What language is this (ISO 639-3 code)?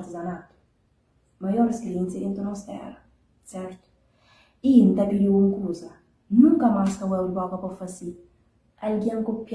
kea